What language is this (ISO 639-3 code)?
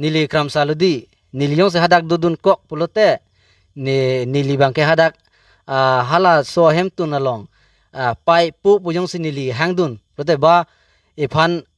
mjw